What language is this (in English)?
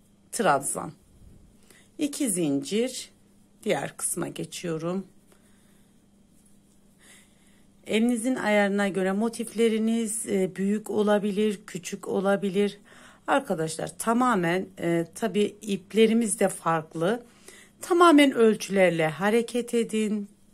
Turkish